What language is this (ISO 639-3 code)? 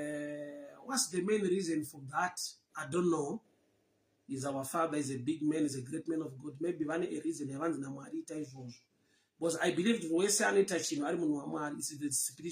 sna